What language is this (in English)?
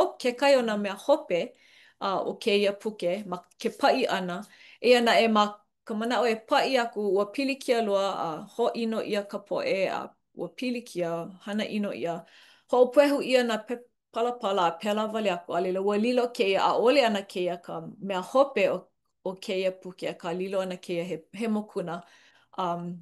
Hawaiian